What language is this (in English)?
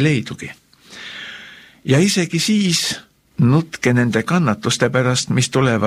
Estonian